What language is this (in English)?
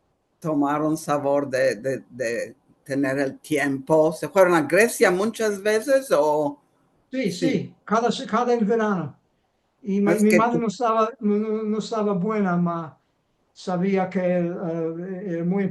Ladino